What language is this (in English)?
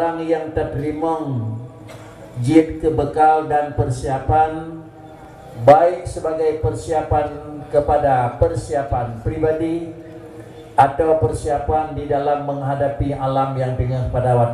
Achinese